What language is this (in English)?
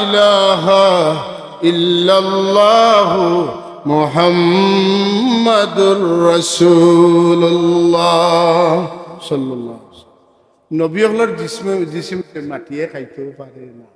Sylheti